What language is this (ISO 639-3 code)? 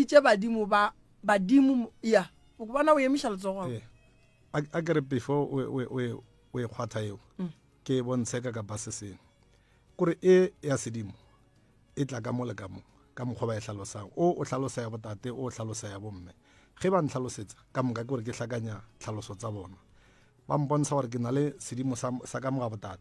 nso